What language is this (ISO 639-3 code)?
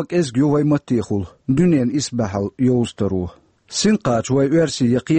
che